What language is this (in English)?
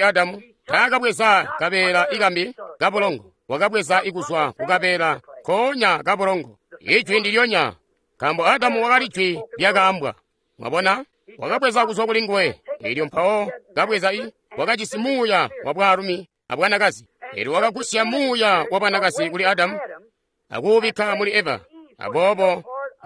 Tonga (Zambia)